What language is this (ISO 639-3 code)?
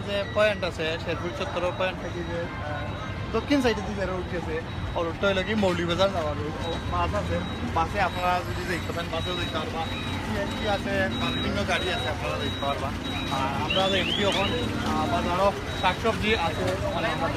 syl